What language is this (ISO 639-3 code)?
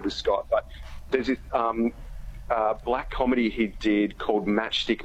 eng